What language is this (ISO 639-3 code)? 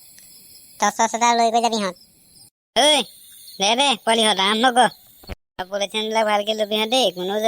asm